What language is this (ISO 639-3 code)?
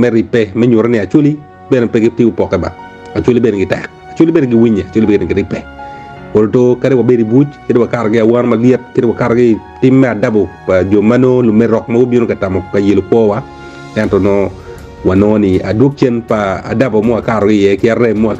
ach